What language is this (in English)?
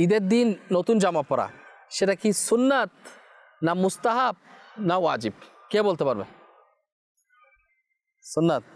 Bangla